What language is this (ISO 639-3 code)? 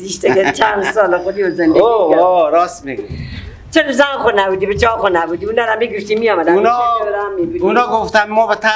fas